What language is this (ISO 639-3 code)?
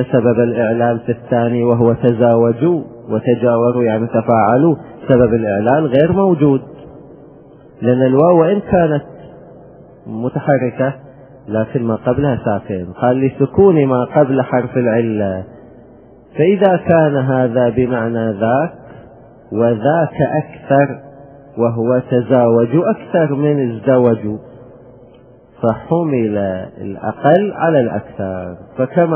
ara